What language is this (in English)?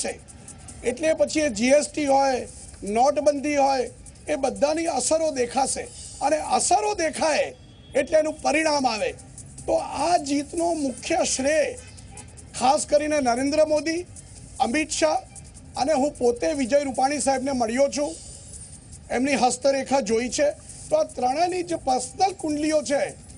Gujarati